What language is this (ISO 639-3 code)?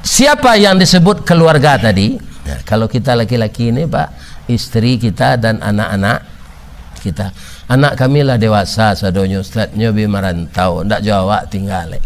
min